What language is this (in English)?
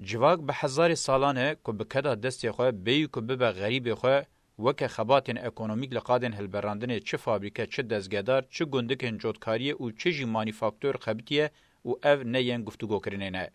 Kurdish